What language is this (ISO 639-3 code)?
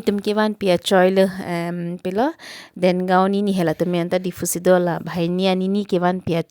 mjw